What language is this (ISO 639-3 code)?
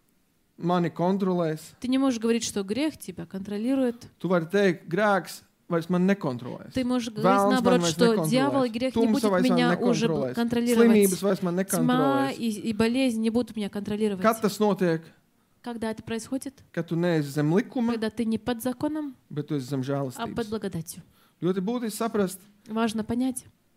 lav